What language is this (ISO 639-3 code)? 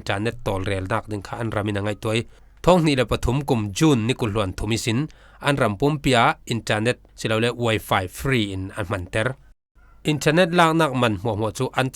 cfm